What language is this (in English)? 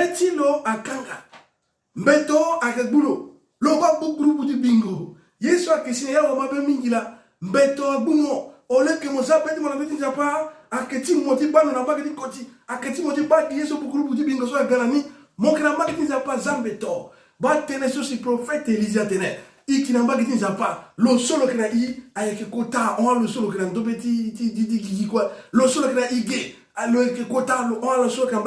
Sango